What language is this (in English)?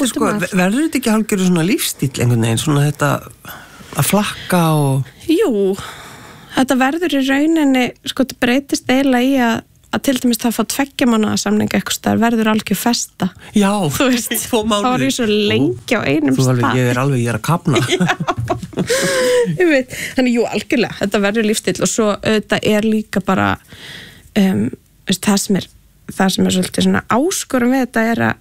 Icelandic